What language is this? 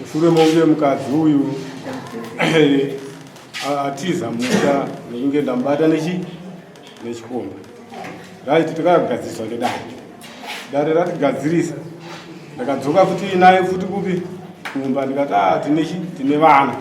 Shona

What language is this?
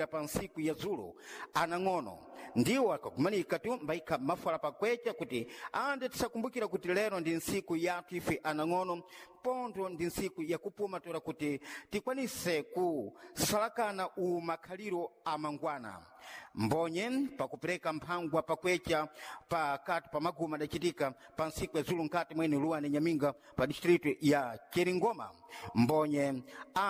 Sena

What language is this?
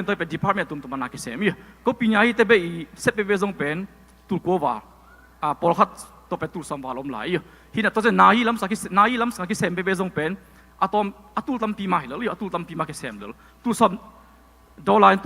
Tedim Chin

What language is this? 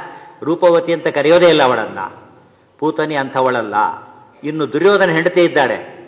Kannada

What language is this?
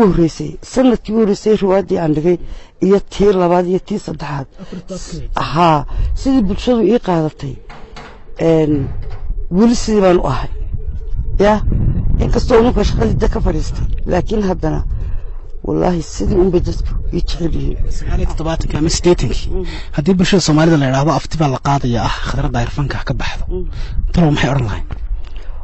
Somali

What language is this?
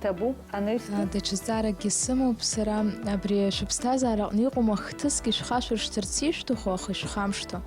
Abkhazian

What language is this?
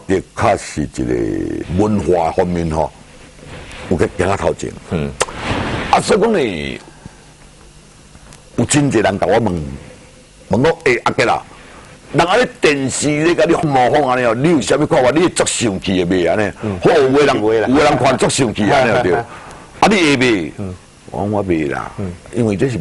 Min Nan Chinese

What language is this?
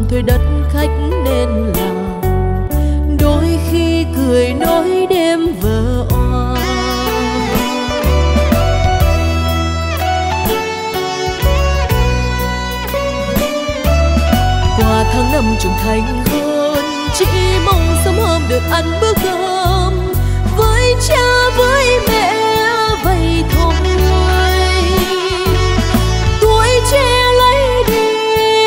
Vietnamese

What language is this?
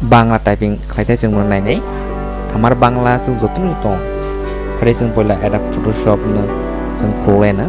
Kok Borok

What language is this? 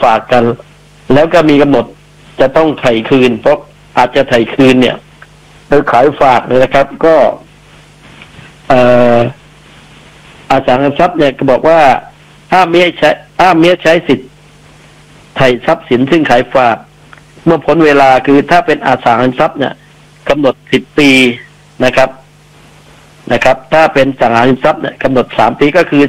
Thai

